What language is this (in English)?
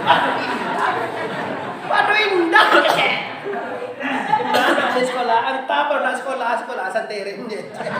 Minangkabau